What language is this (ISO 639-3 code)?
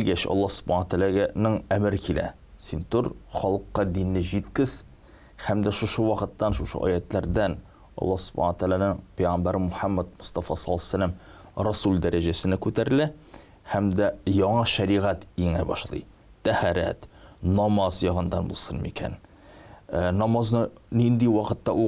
tat